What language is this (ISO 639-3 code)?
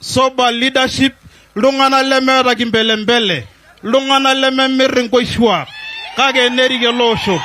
mas